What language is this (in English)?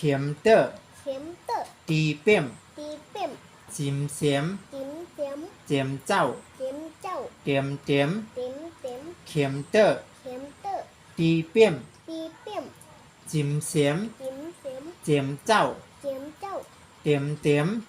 Shan